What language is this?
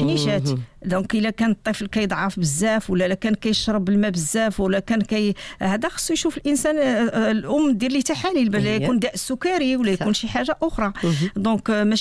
Moroccan Arabic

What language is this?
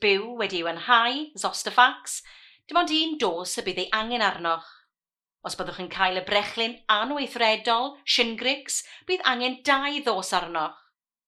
Welsh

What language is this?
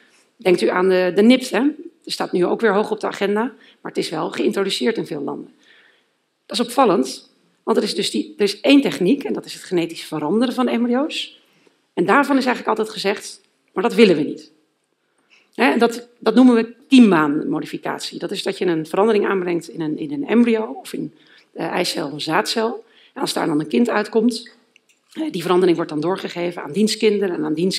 Dutch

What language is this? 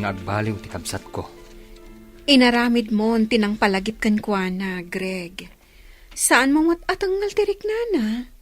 Iloko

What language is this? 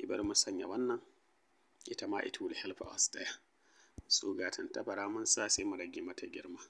Hausa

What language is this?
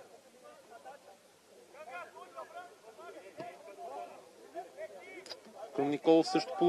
Bulgarian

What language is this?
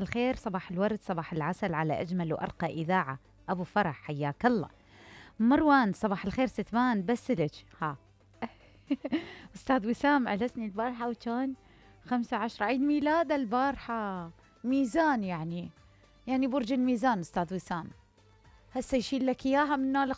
Mesopotamian Arabic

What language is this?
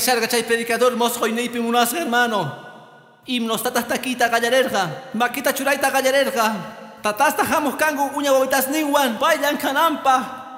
Quechua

